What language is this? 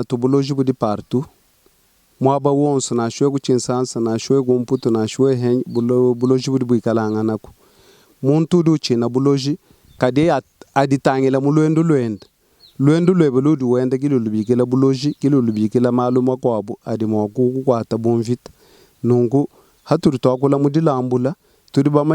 Luba-Lulua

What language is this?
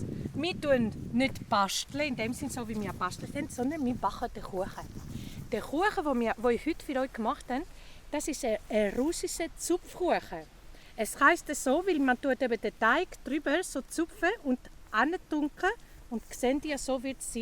Swiss German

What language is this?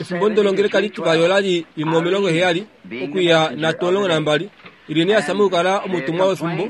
Kuanyama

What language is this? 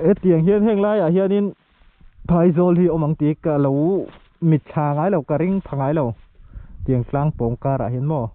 Mizo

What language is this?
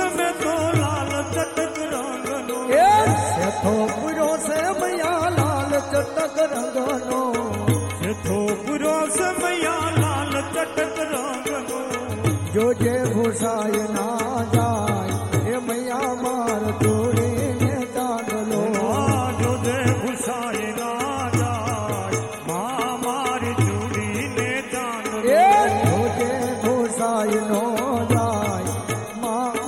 Gujarati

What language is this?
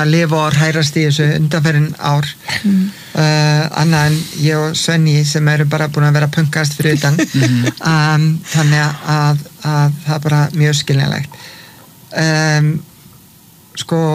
Icelandic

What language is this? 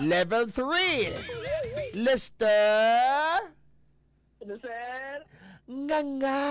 Hiligaynon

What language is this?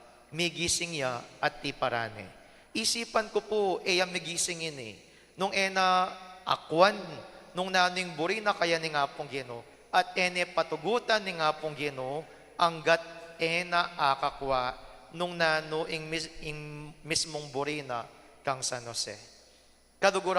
Pampanga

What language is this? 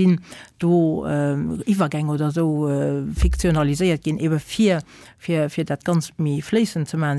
Luxembourgish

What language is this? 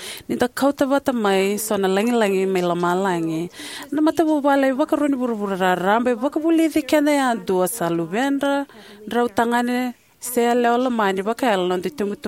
Fijian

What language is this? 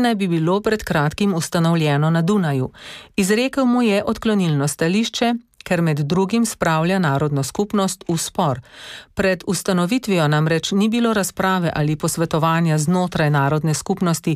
Slovenian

